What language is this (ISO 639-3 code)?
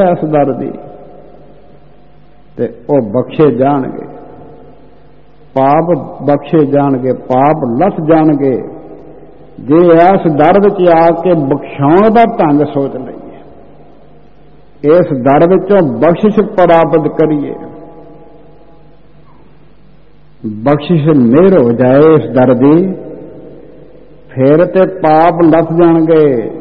pan